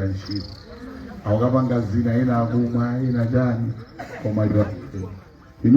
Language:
Nyanja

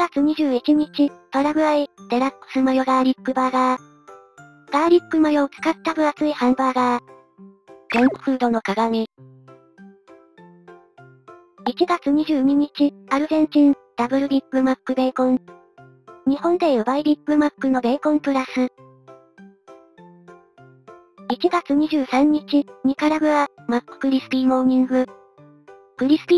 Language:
Japanese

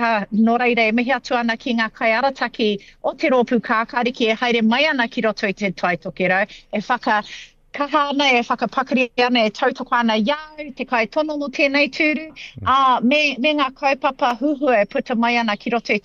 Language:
Māori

